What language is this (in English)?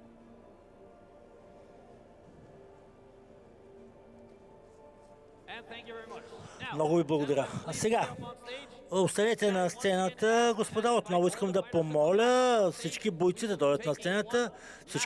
Bulgarian